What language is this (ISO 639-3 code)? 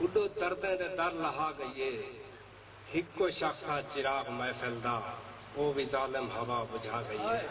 skr